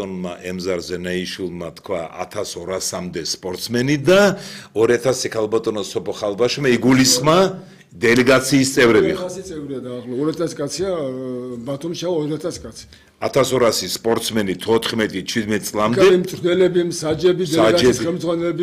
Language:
Georgian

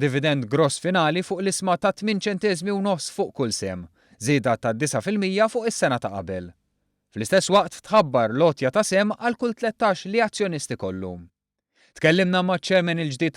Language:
Maltese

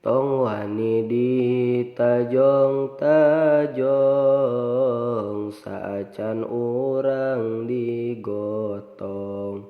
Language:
Sundanese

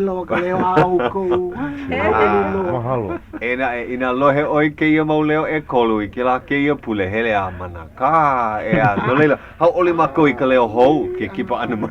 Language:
Hawaiian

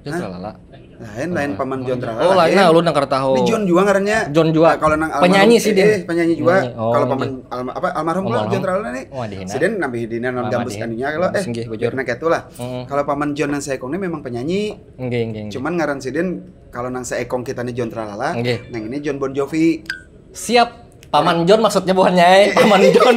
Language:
Banjar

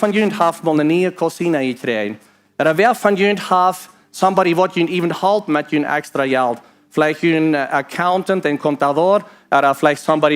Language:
Plautdietsch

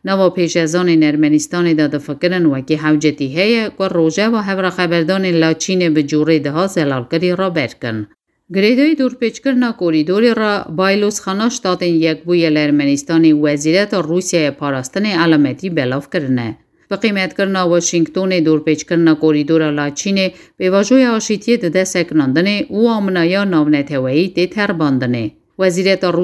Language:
Kurdish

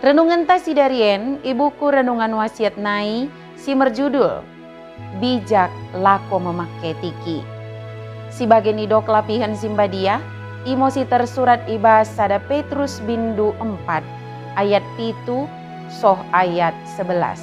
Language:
Batak Dairi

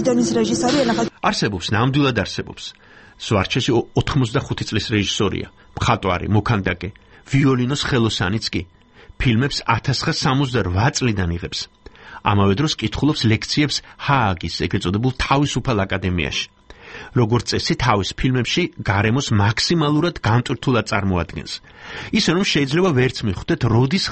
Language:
Georgian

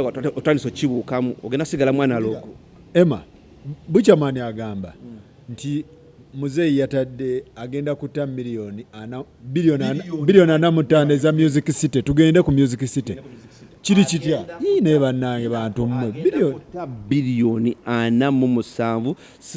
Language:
Ganda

